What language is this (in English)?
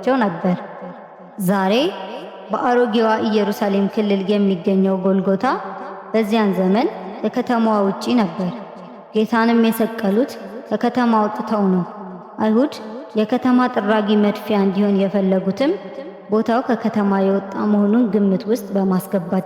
Amharic